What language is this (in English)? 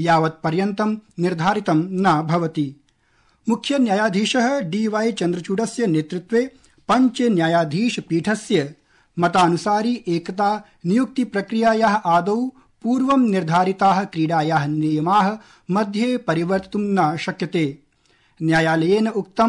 Sanskrit